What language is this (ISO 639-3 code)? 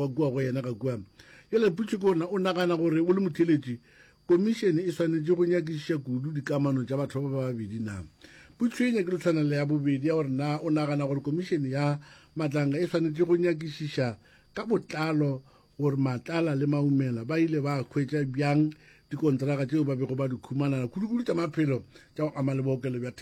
nso